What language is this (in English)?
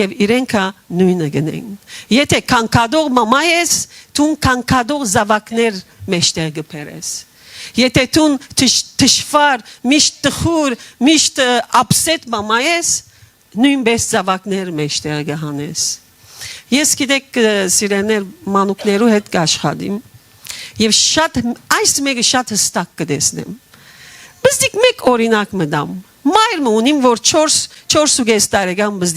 Western Armenian